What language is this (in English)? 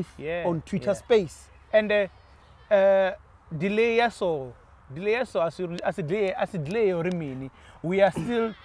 Venda